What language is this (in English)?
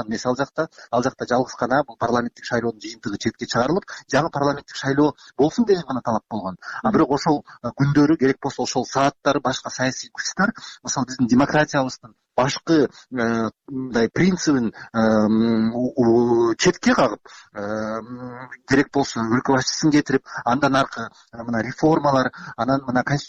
Kyrgyz